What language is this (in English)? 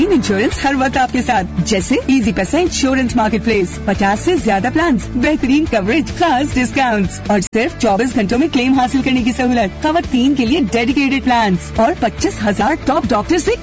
Urdu